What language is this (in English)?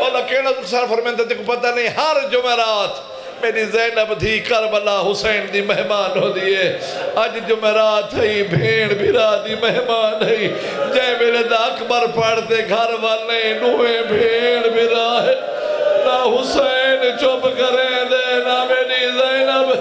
Saraiki